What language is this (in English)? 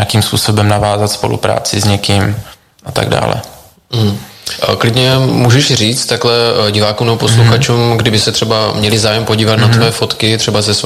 Czech